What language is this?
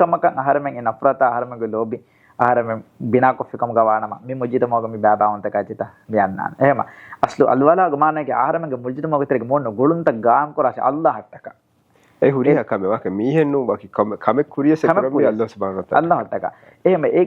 Divehi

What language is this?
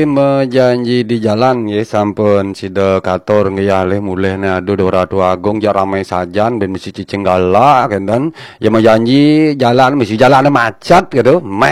Balinese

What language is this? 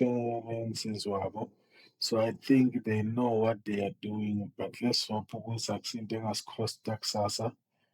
Zulu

